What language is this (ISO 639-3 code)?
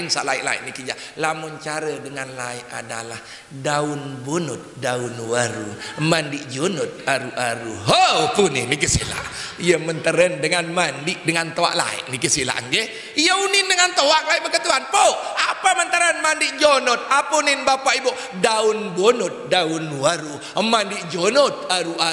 sas